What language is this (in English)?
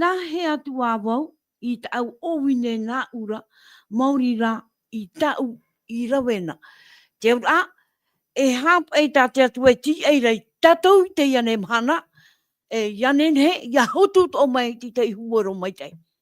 Tahitian